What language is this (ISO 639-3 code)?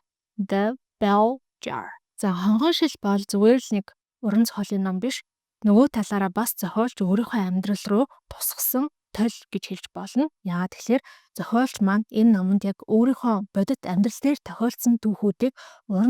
mon